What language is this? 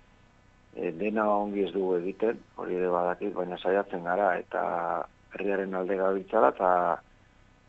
Basque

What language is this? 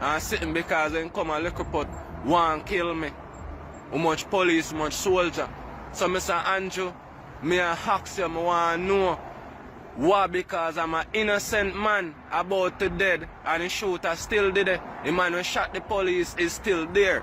Jamaican Creole English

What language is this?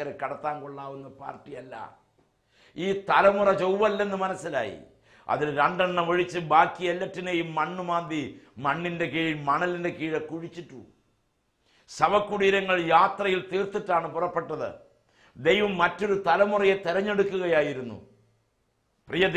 Malayalam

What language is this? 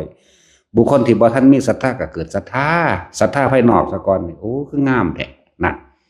Lao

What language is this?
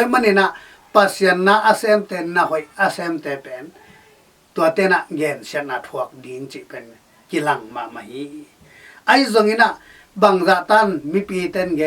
Tedim Chin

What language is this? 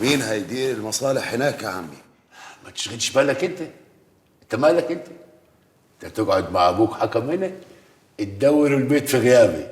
Egyptian Arabic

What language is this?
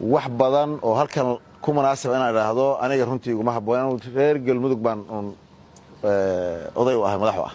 Somali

